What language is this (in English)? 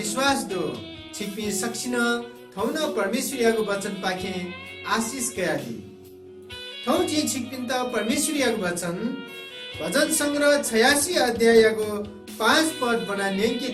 Newari